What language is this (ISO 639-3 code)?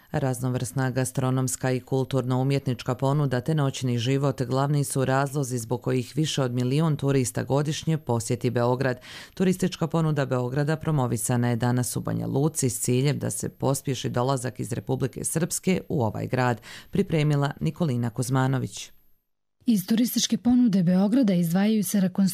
bos